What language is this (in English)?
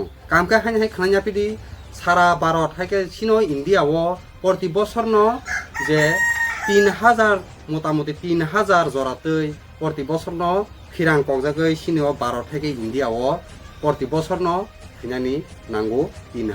Kok Borok